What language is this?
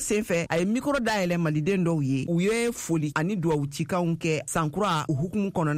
Bambara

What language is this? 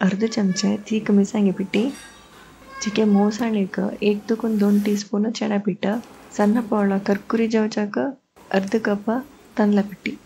Konkani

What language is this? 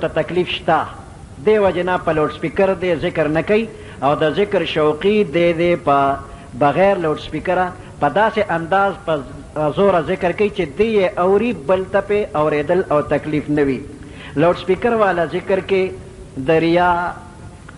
Pashto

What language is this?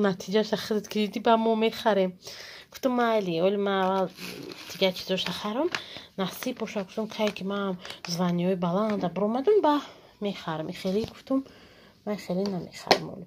Tajik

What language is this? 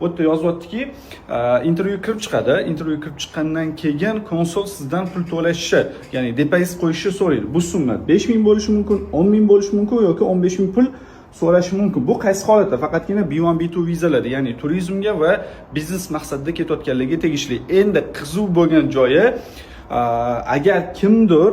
Uzbek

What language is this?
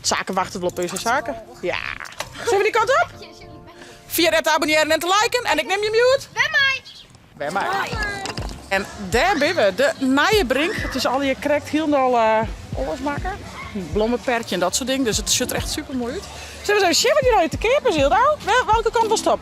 Western Frisian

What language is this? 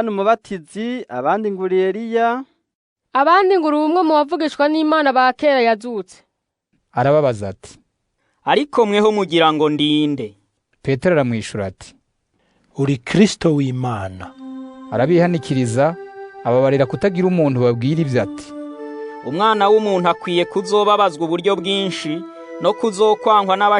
Rundi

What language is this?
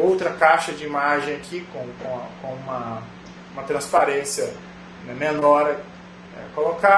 Portuguese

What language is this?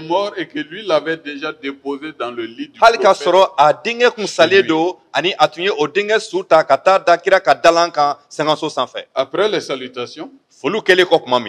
Bambara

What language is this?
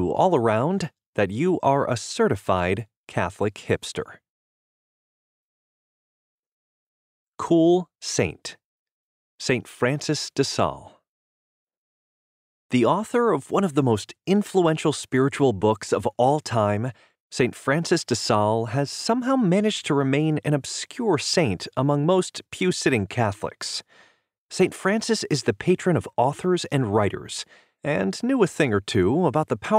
English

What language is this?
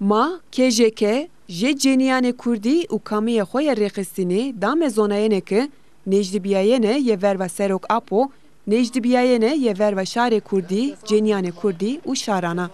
Zaza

